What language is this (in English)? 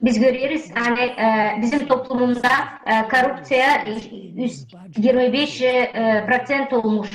Gagauz